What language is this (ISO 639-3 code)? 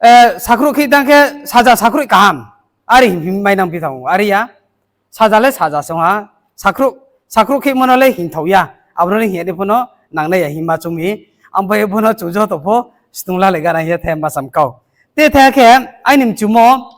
ria